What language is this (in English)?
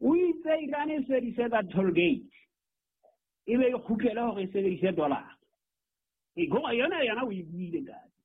Southern Sotho